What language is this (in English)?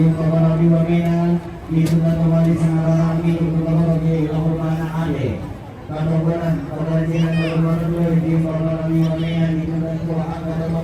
Toraja-Sa'dan